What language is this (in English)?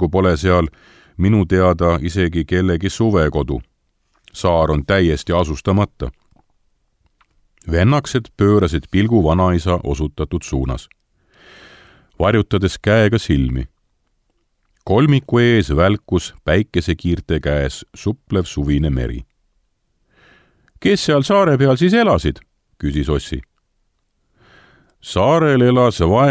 Estonian